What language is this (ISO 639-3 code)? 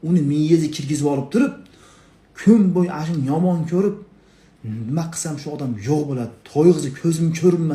uzb